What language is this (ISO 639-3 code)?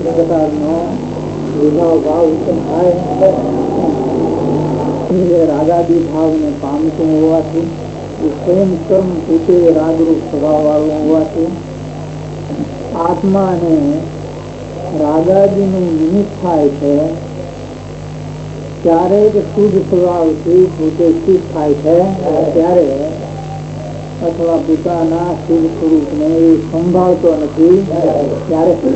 guj